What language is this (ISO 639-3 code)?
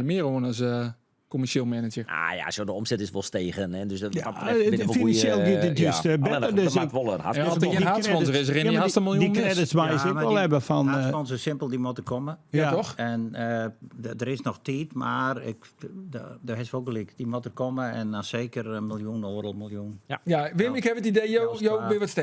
fry